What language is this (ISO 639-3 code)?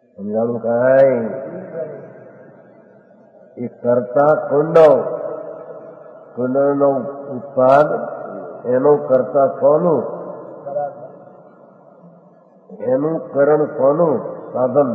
guj